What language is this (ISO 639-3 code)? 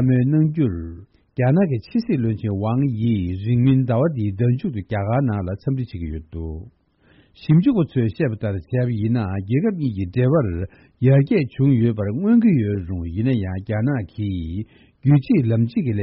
bod